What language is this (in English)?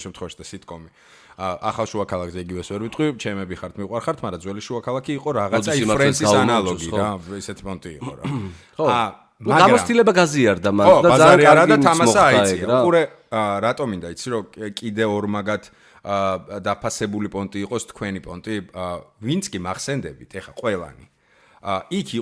Georgian